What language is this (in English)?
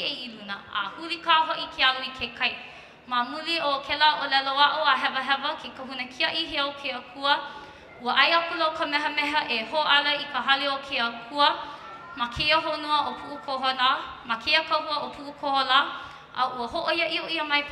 Hawaiian